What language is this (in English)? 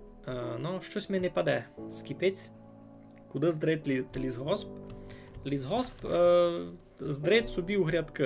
Rusyn